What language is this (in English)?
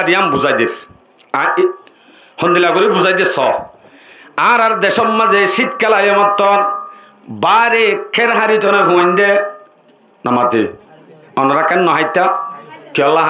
Rohingya